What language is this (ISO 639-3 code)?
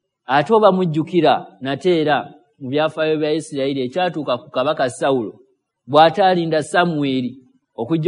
lug